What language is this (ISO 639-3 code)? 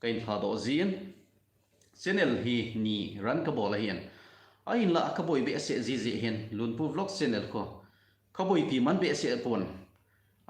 tcz